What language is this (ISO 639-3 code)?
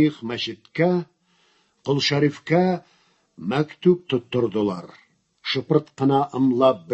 tat